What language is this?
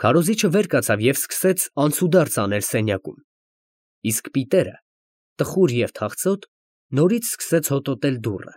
Armenian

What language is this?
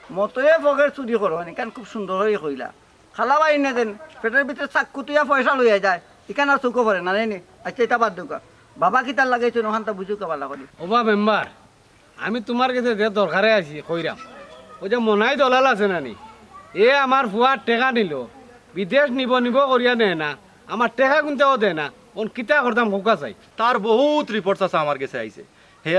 Sylheti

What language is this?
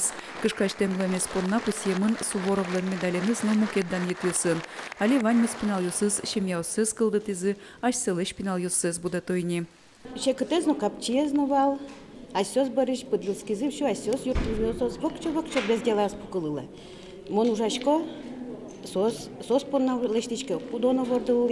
Udmurt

